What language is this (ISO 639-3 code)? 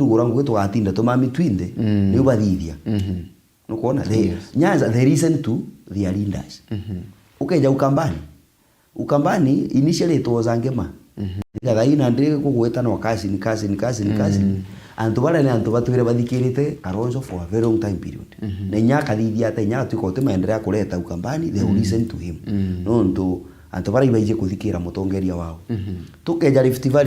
mer